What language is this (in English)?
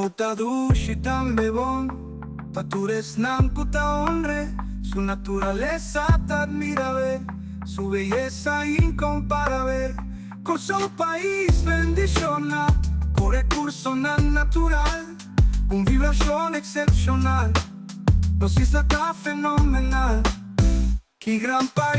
Papiamento